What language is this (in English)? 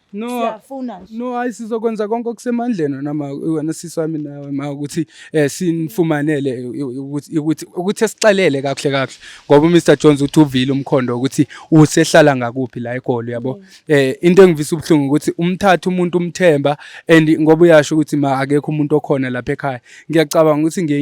Zulu